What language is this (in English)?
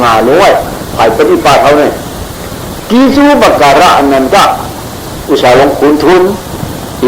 Shan